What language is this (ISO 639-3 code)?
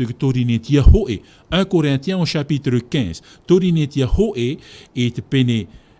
tah